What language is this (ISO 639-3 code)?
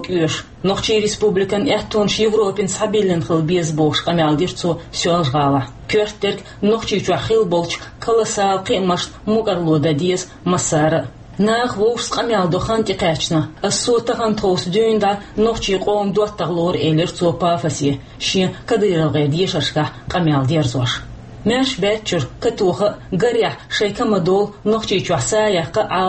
che